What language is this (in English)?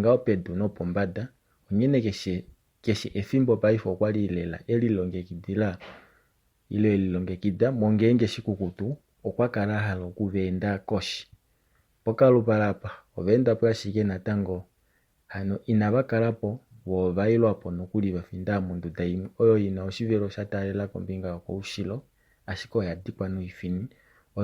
Kuanyama